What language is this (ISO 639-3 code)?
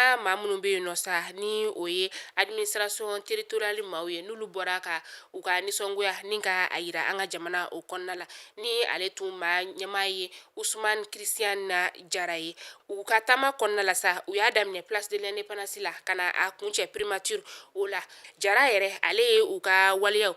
bam